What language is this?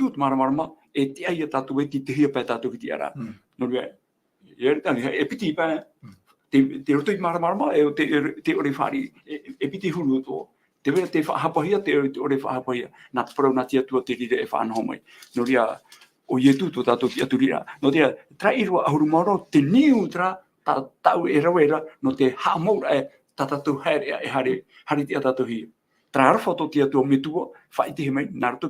Tahitian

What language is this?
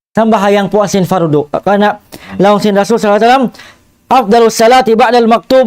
Tausug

